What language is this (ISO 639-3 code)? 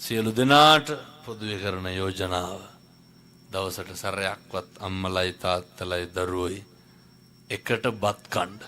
sin